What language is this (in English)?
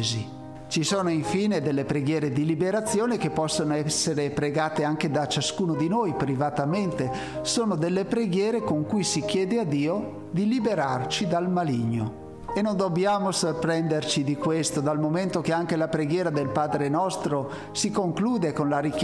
Italian